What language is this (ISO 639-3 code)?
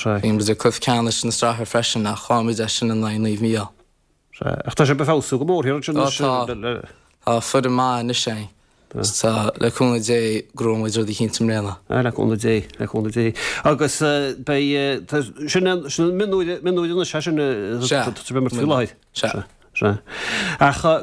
gle